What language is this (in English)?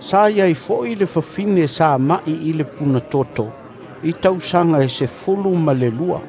Samoan